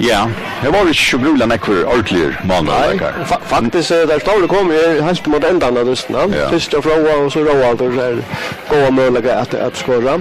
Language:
Faroese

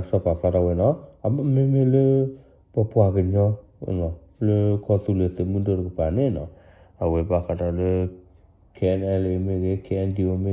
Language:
S'gaw Karen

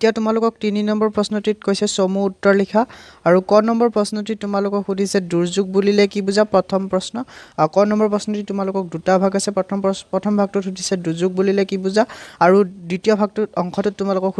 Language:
Assamese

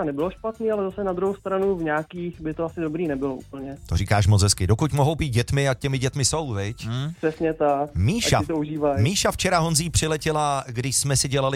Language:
Czech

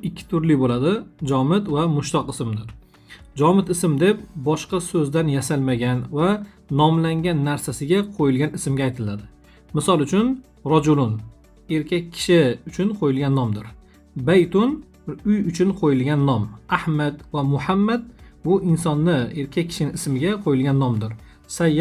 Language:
Uzbek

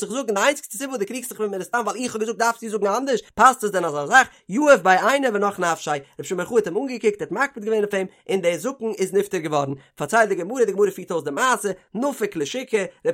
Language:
Yiddish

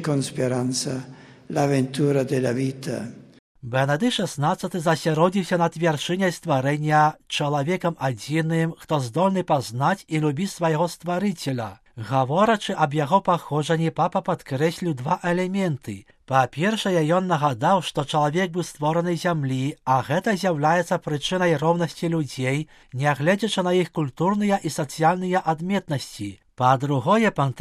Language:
Belarusian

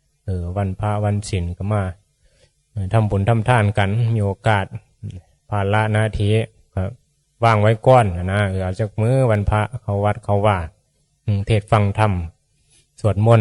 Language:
Northeastern Thai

